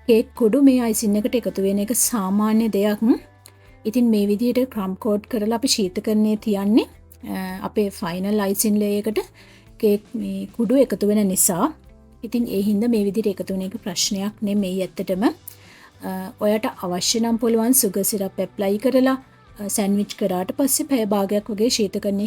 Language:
Sinhala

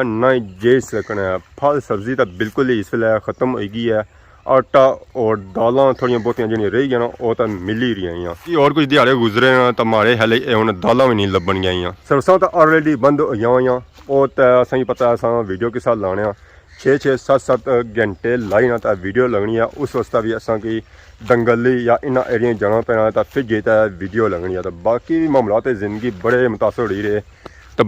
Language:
Pahari-Potwari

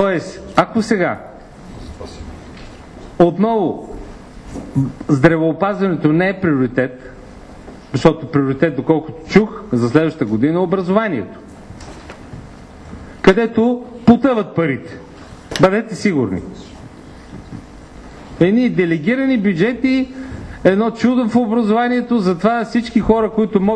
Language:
Bulgarian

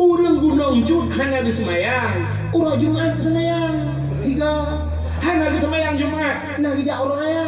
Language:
Achinese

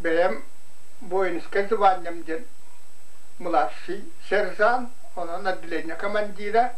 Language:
Yakut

